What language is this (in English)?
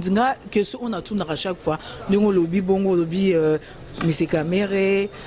Lingala